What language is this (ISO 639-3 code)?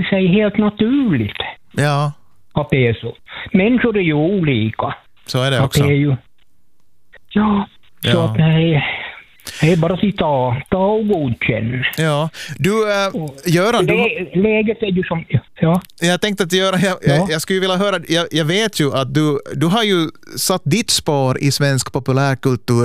swe